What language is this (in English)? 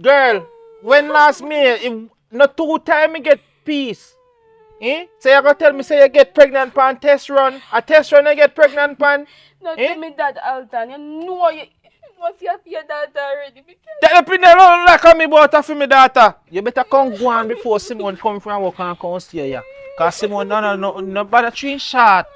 Jamaican Creole English